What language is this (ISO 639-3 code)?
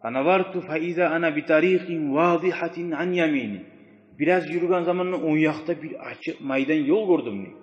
kum